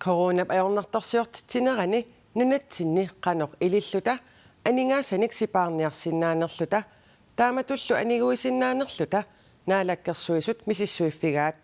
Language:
Kalaallisut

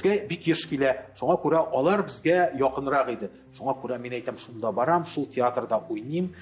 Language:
Tatar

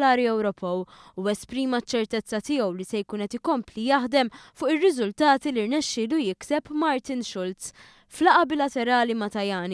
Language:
Maltese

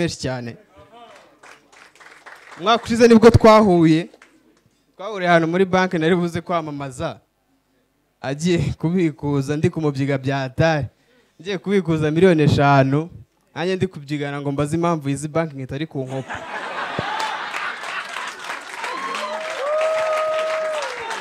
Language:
Kinyarwanda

